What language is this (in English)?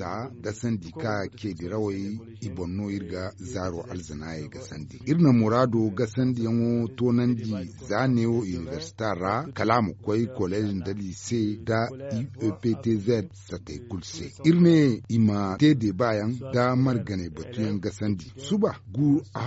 Zarma